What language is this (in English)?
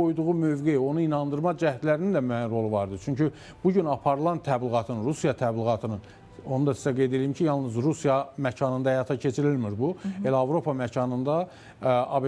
Azerbaijani